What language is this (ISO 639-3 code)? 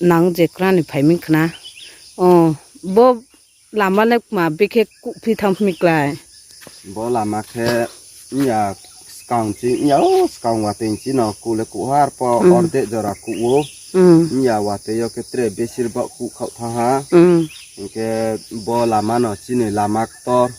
ria